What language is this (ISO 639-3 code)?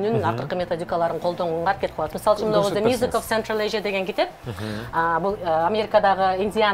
kir